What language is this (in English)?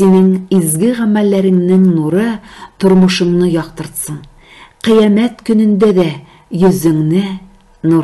Tatar